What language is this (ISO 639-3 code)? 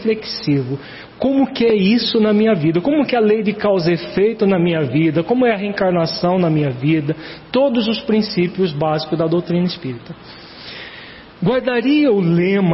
por